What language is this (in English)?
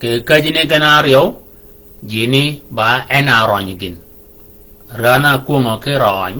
Shilluk